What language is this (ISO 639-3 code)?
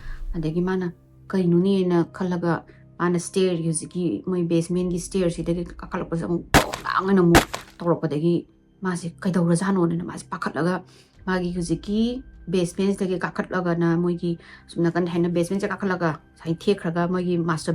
mni